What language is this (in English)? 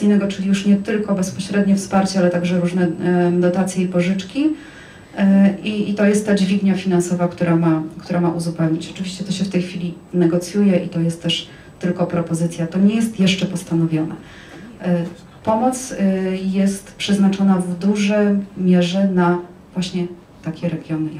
Polish